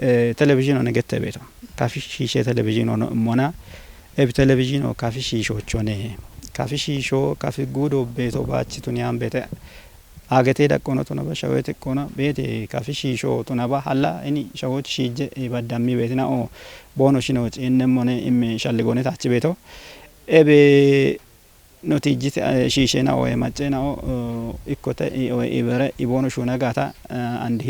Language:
Kafa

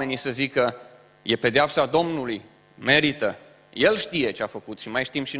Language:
Romanian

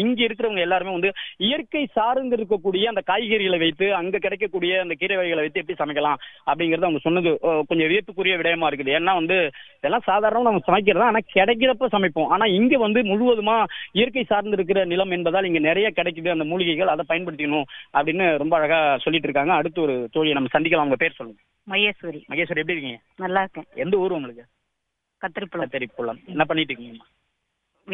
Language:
Tamil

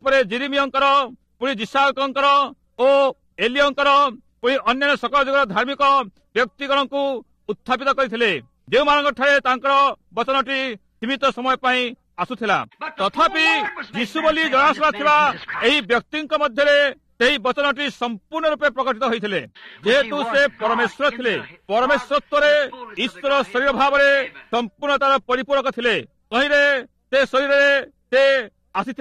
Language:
Odia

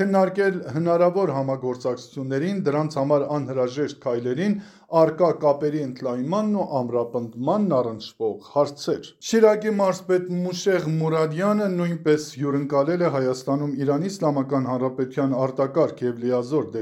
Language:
Armenian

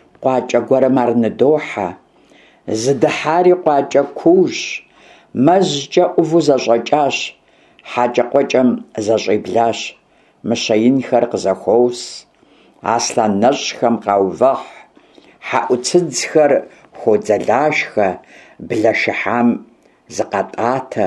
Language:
Kabardian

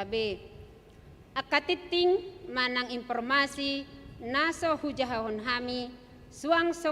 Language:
Batak Toba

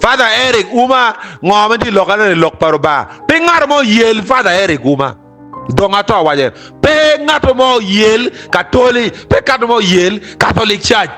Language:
Acoli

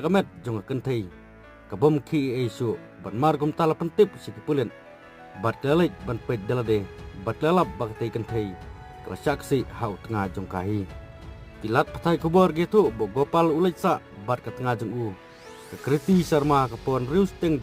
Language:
Khasi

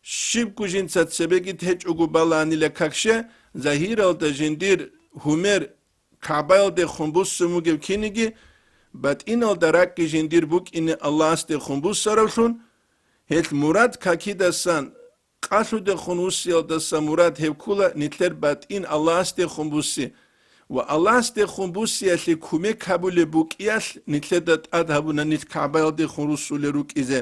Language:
Avaric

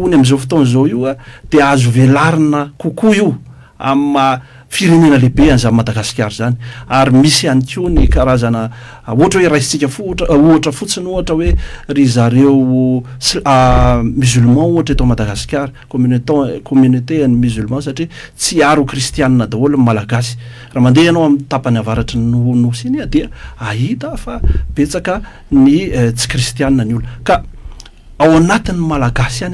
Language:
Malagasy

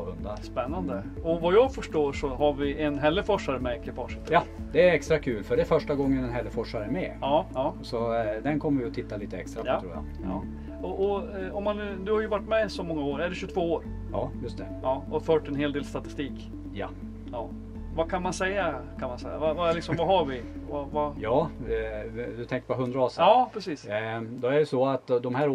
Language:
Swedish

